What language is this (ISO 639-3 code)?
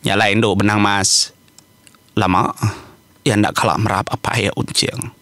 iba